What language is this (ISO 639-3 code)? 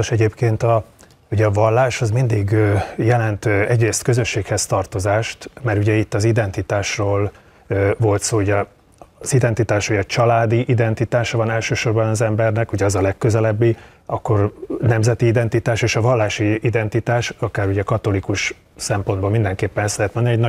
hun